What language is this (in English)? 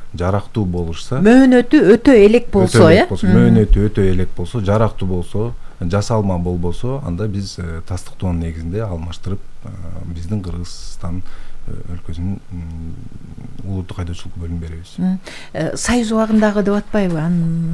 Kyrgyz